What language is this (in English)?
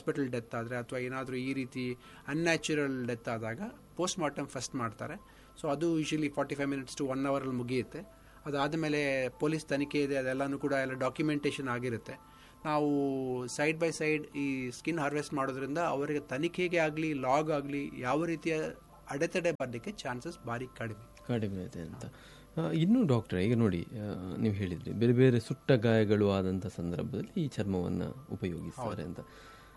Kannada